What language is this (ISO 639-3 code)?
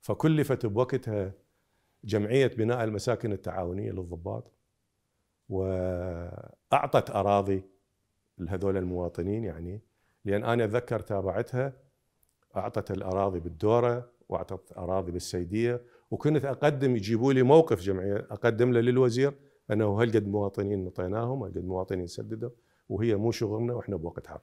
acm